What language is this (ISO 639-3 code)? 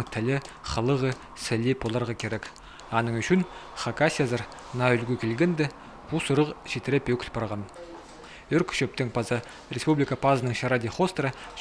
kjh